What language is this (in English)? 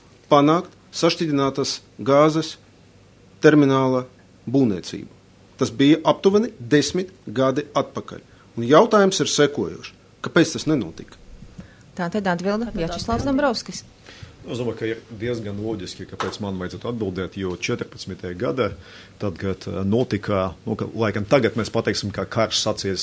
Latvian